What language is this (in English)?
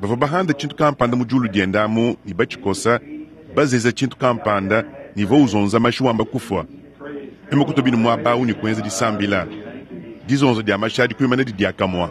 Luba-Lulua